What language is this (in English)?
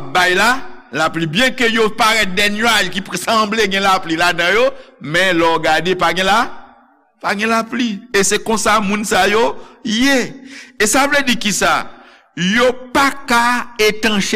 Haitian Creole